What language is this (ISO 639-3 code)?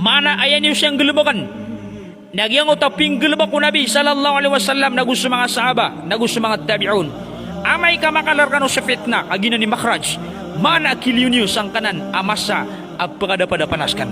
mrw